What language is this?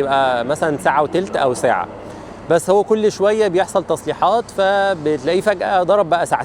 Egyptian Arabic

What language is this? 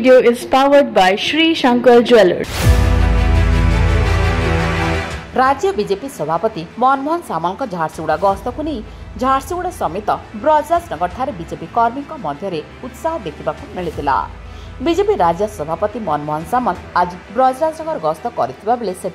Odia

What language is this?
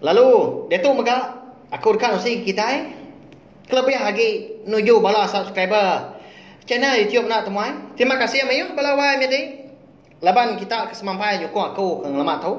Iban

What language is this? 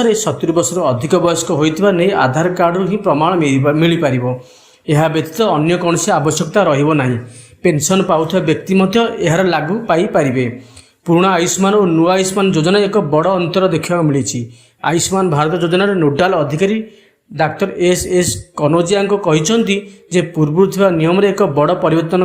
Odia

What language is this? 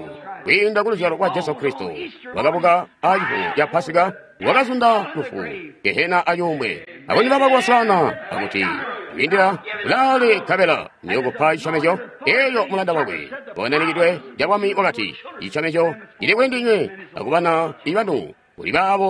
Tonga (Zambia)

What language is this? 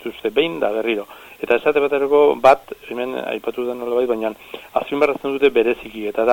Basque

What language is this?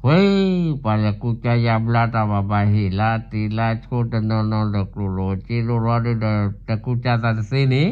S'gaw Karen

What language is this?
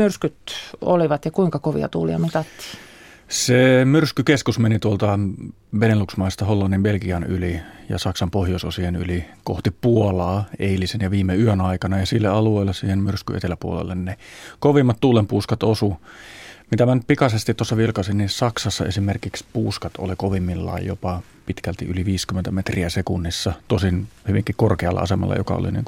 Finnish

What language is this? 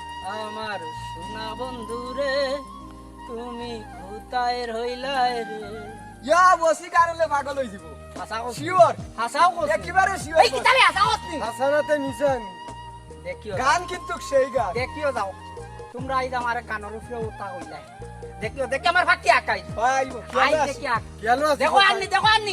Sylheti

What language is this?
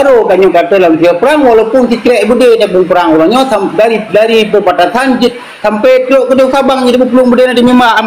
Achinese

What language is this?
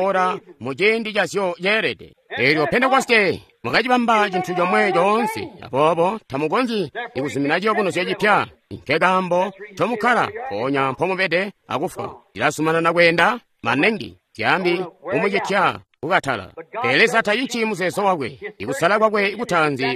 Tonga (Zambia)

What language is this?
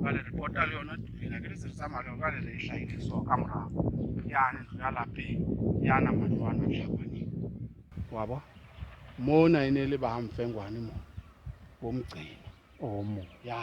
Southern Sotho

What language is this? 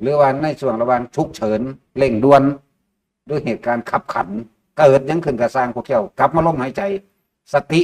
Northeastern Thai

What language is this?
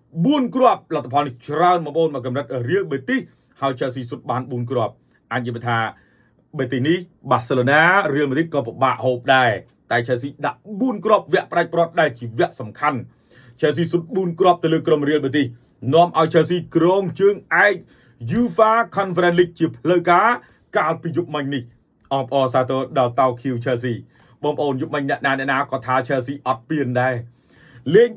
Khmer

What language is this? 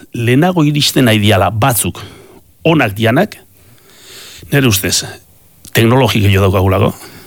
Basque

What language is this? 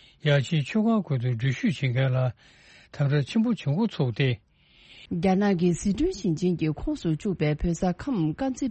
Tibetan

